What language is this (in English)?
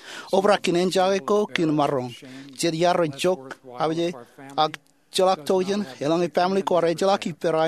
Marshallese